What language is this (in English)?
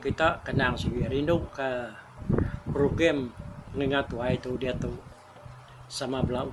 Iban